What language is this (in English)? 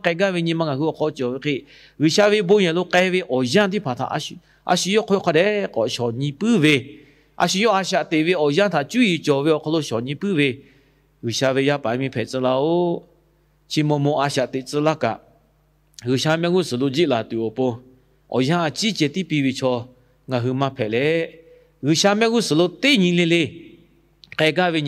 Lahu